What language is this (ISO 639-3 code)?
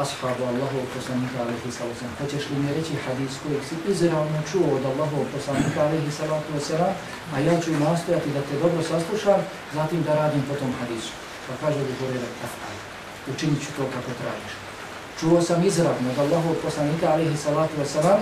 bos